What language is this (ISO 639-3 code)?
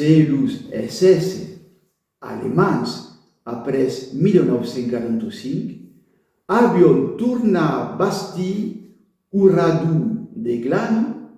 oci